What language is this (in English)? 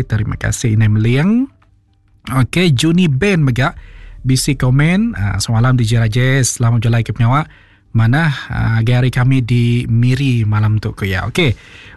Iban